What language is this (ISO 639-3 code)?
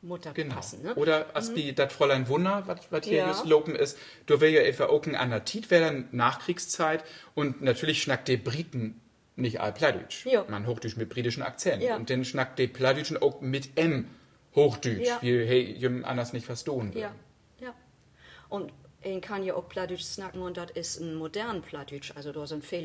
nds